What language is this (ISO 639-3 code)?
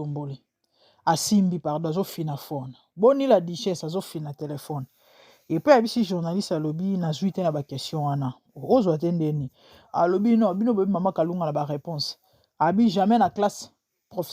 lin